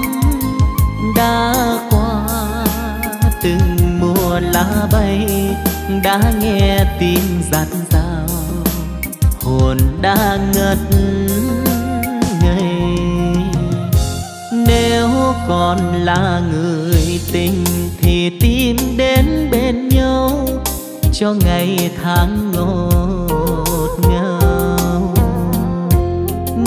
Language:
Vietnamese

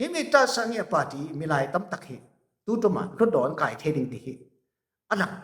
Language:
Falam Chin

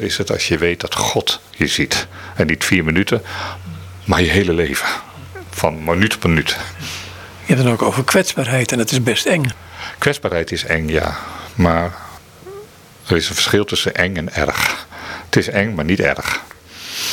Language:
Dutch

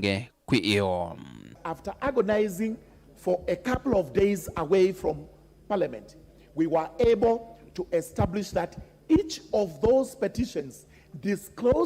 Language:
Kamba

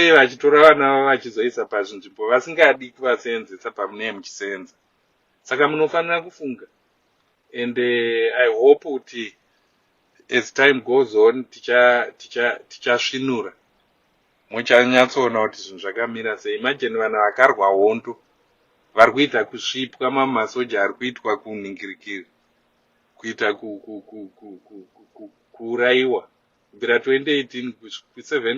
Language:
Shona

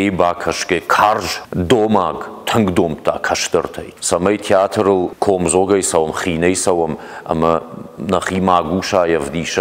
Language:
Ossetic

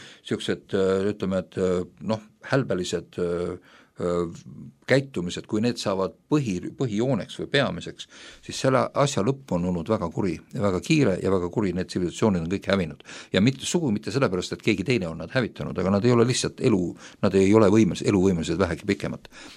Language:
Estonian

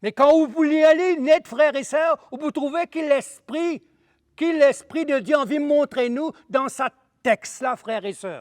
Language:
Morisyen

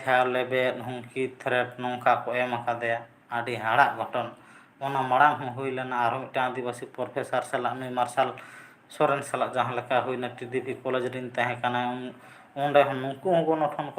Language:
Santali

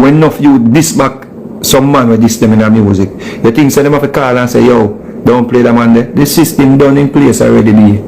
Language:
Jamaican Creole English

